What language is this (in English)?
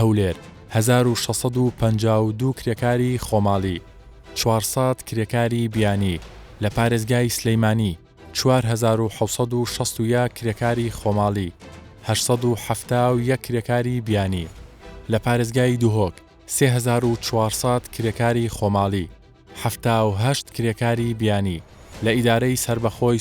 Central Kurdish